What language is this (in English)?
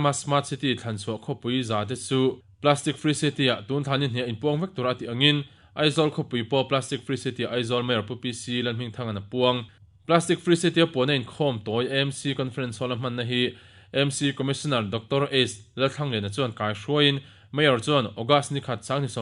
Mizo